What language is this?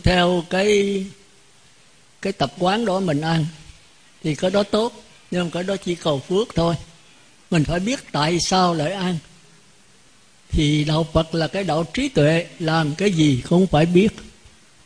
Vietnamese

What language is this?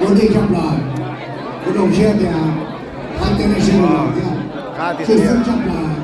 Hmong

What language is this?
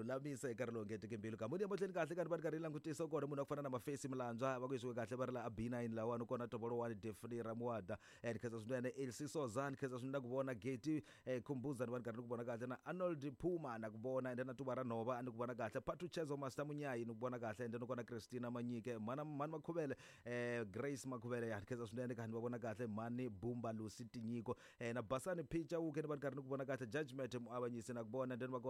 Tsonga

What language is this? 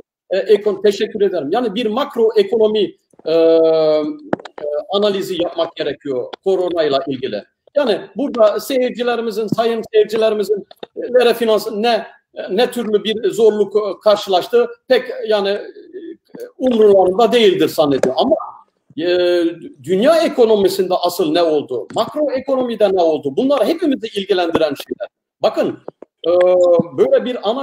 Turkish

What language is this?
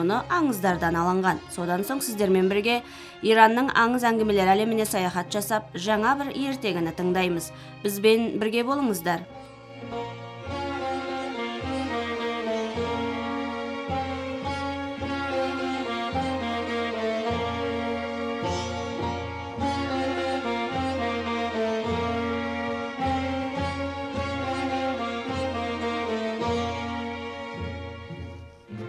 Kazakh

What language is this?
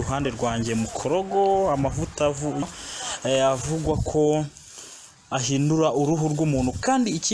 Kinyarwanda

